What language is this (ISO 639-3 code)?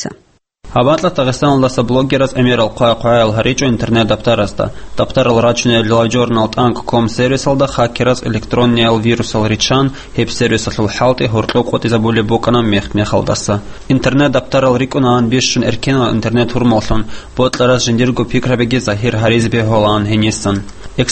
ava